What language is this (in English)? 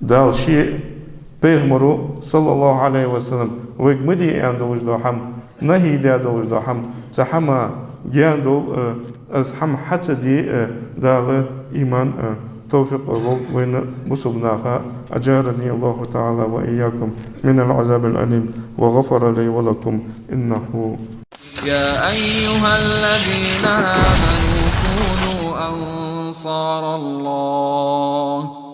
Ingush